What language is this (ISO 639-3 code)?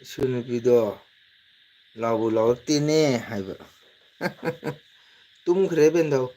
mni